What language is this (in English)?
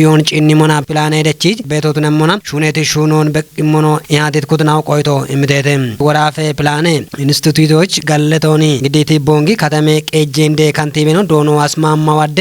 Kafa